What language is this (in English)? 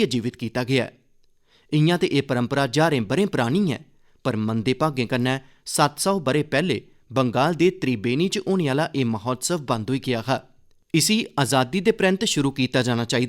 Dogri